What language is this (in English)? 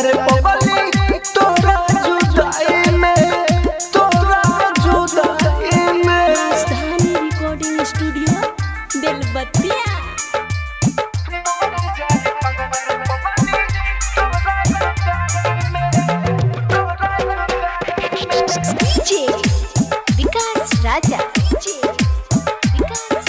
Bhojpuri